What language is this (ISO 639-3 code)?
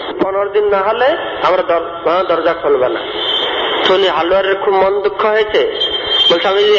ben